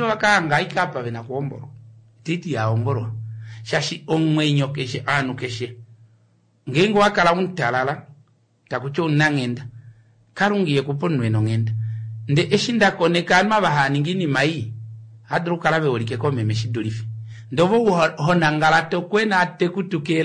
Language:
Kuanyama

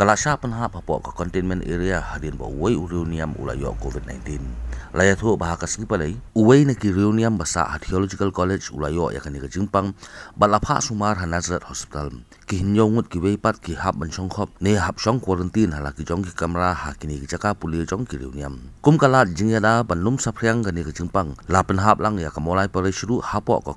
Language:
Khasi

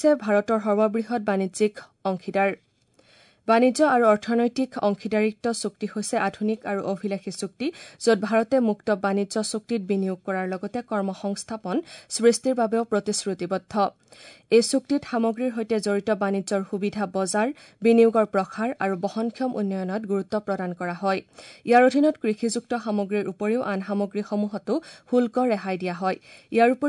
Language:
Assamese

